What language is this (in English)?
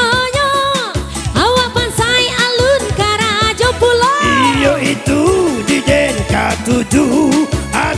Minangkabau